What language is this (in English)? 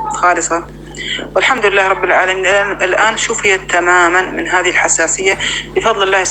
North Levantine Arabic